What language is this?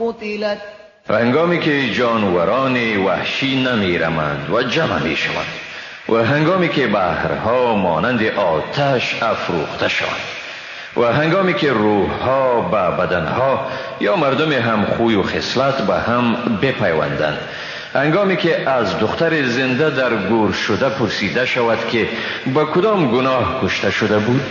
Persian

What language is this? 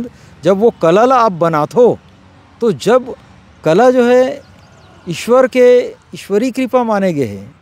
Chhattisgarhi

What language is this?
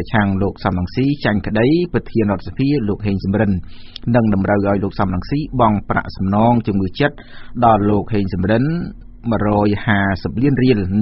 Khmer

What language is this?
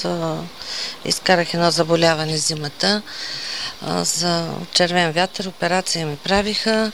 Bulgarian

